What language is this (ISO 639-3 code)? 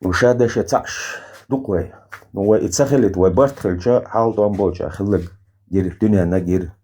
che